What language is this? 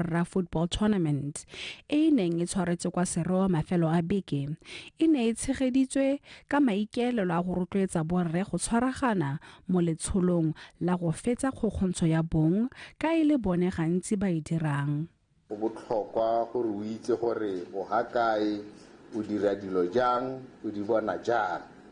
Tswana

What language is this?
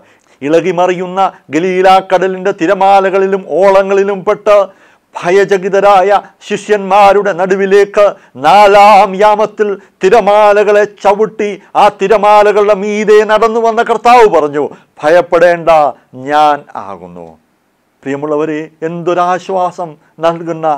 Malayalam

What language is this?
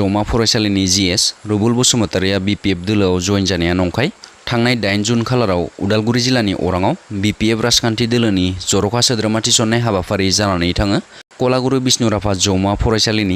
Bodo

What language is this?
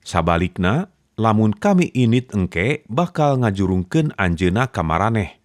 Sundanese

